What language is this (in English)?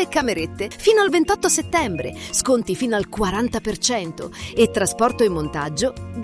Italian